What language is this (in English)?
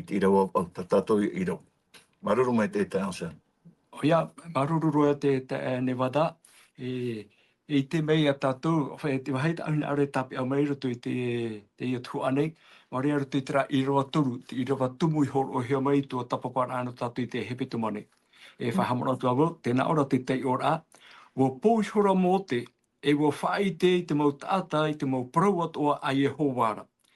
Tahitian